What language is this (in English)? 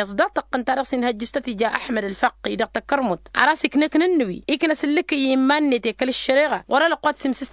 Tamasheq